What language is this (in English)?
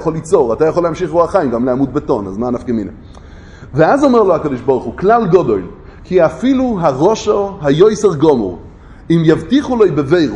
Hebrew